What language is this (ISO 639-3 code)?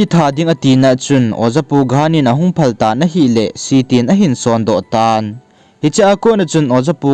tcz